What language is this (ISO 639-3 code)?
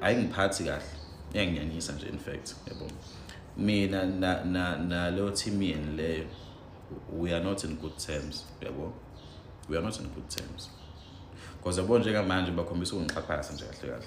zul